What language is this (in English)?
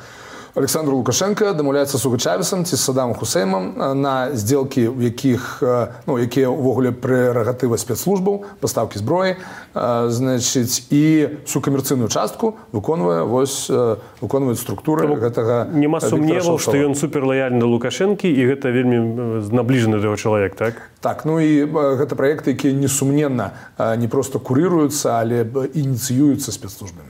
Belarusian